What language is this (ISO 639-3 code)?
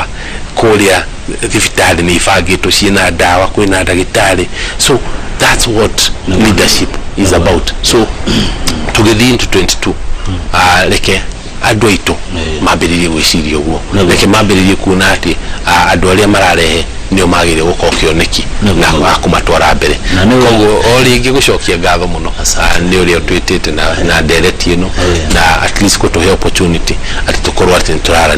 kik